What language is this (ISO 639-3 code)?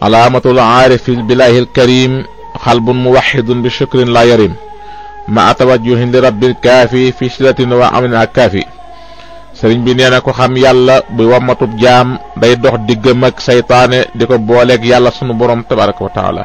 wol